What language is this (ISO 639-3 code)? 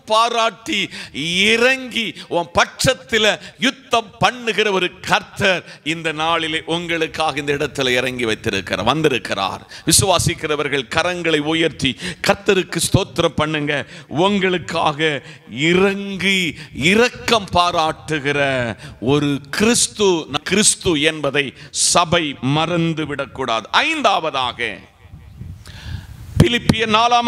tam